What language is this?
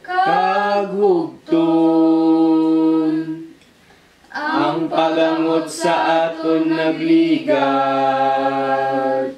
Hiligaynon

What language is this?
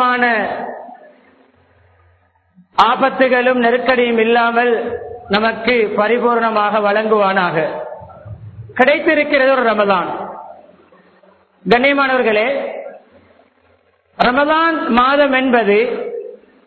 Tamil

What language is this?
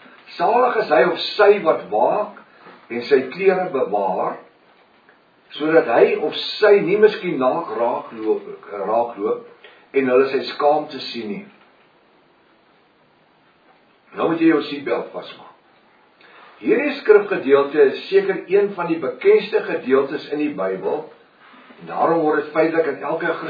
Afrikaans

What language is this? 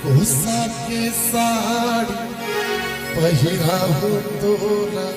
Chhattisgarhi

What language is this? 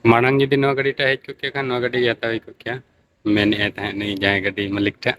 Santali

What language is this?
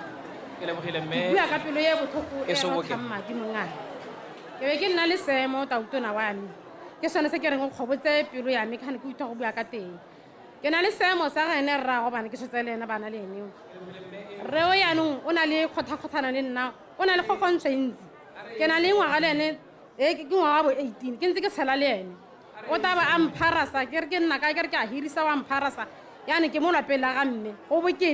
Tswana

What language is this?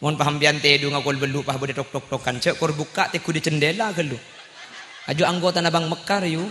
Madurese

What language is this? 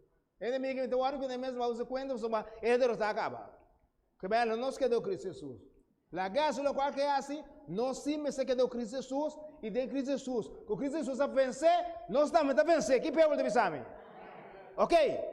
Papiamento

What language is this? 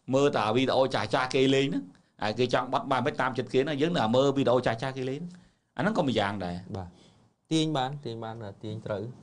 Khmer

